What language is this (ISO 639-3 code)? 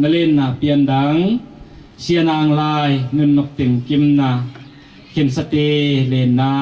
pck